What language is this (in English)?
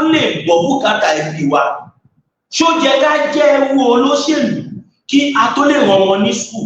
Yoruba